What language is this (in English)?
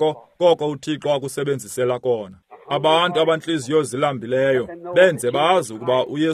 Xhosa